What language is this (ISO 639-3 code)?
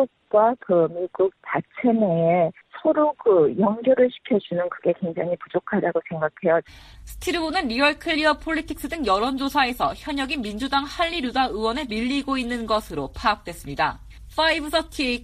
kor